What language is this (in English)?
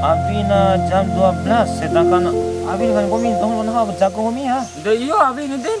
Bima